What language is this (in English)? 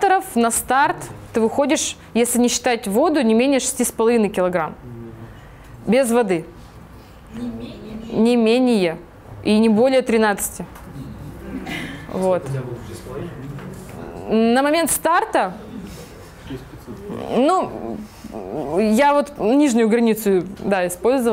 Russian